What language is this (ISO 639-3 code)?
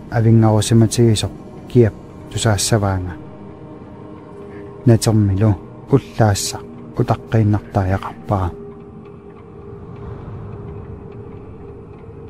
kal